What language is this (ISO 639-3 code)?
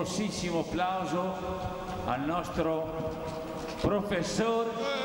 ita